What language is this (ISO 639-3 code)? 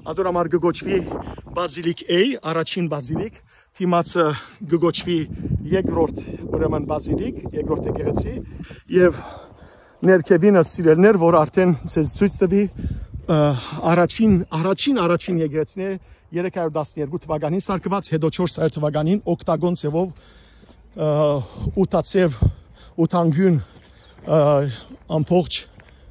hyw